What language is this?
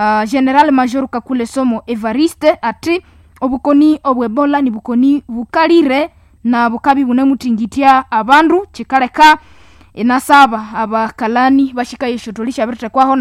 Nande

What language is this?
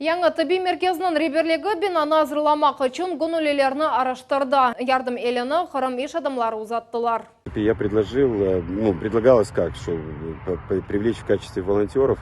Crimean Tatar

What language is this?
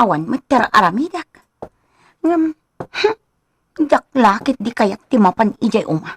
Iloko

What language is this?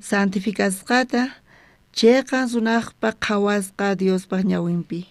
South Bolivian Quechua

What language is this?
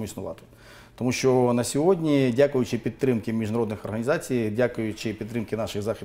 Ukrainian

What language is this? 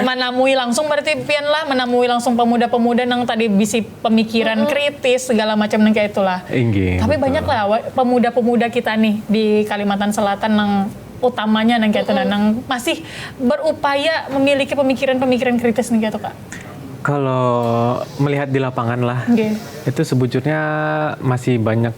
Banjar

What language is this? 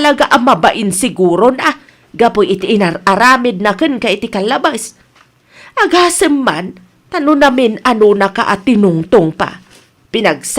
Iloko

